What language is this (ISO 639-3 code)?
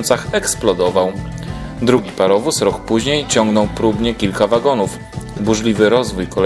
pol